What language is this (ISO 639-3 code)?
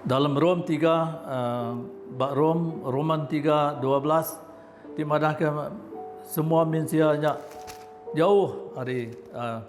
iba